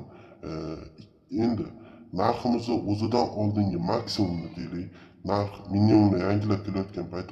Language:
Uzbek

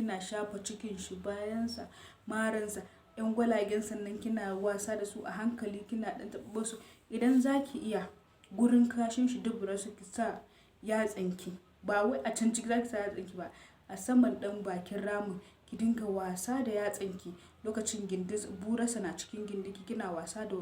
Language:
Hausa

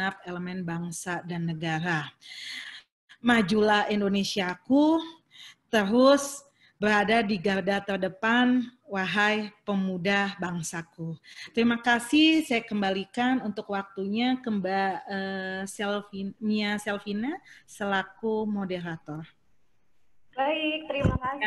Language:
Indonesian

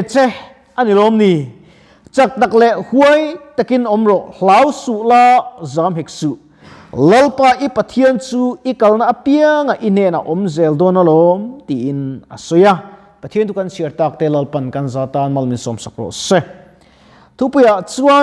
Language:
Mizo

